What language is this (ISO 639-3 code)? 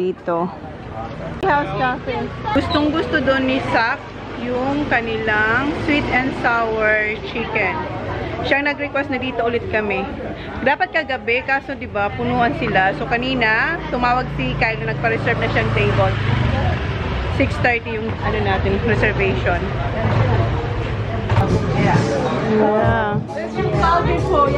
fil